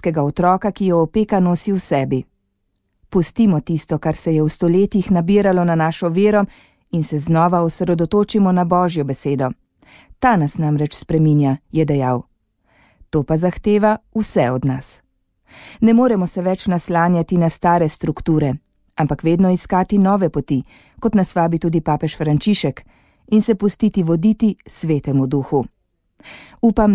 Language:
Slovenian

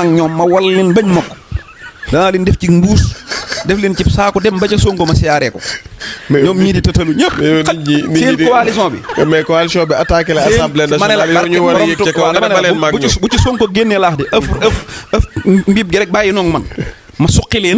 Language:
Wolof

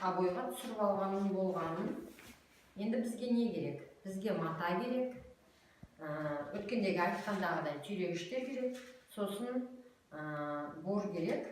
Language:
Kazakh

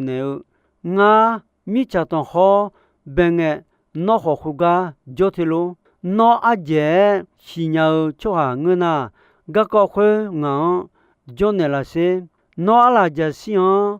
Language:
Akha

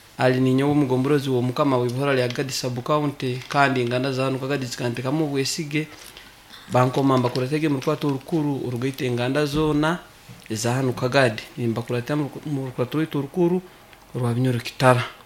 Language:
Nyoro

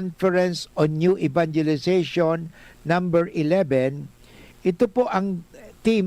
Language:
Bikol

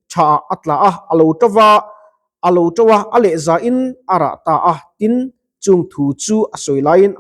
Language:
Mizo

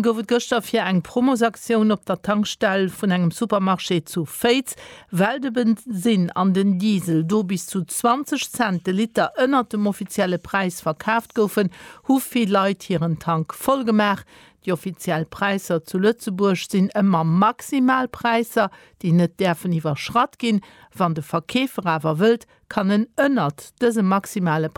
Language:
Luxembourgish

